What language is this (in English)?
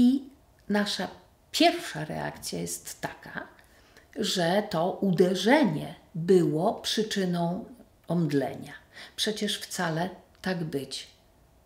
Polish